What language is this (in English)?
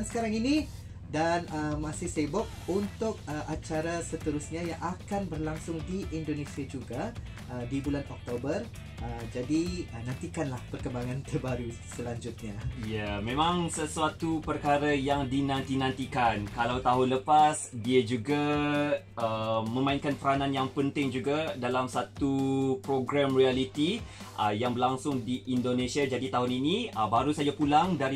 Malay